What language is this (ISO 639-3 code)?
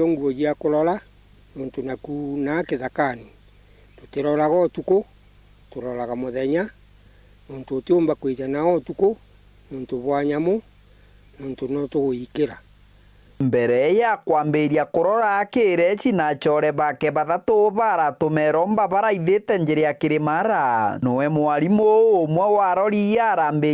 mer